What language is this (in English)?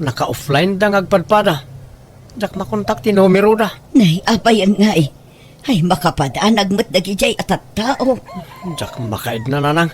Iloko